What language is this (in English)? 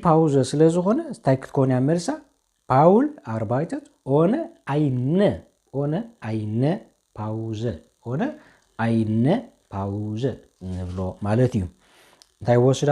Tigrinya